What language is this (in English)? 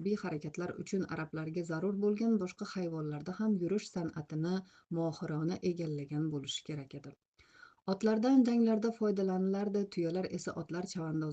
Uzbek